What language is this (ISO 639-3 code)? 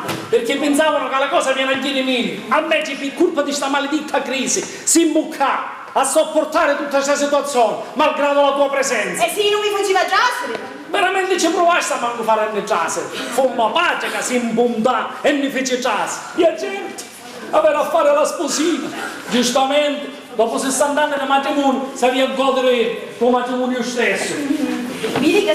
scn